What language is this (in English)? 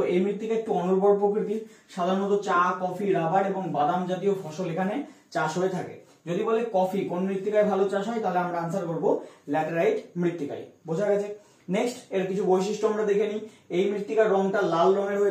Bangla